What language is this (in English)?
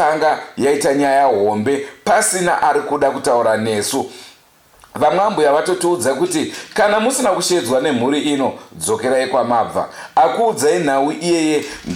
Shona